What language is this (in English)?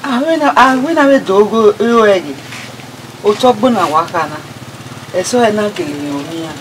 Bini